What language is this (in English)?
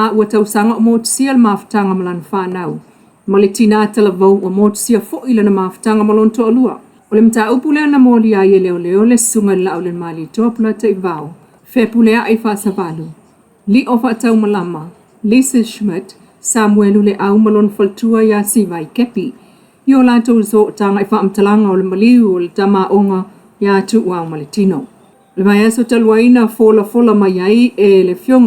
Samoan